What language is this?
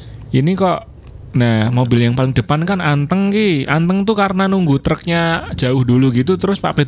Indonesian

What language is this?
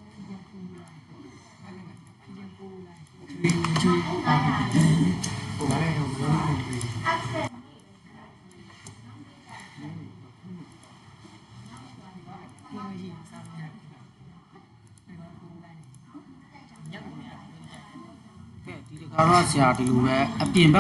Burmese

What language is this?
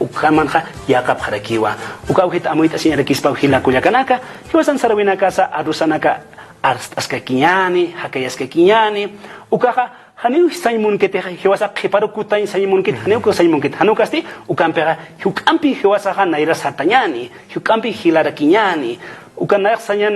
Aymara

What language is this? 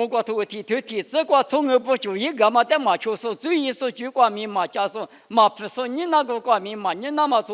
Lisu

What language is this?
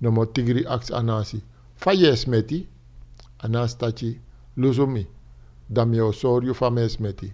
Sranan Tongo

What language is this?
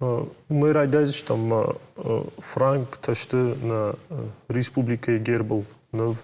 Ossetic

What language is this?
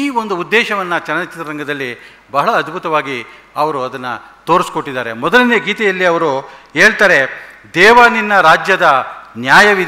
Kannada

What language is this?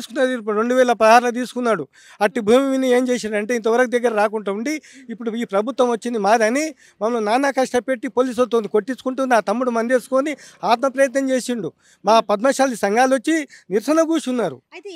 Telugu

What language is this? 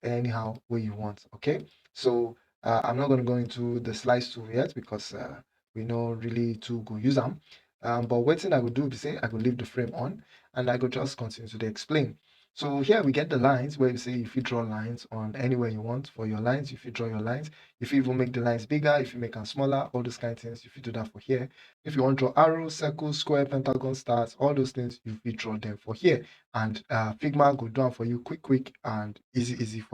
Nigerian Pidgin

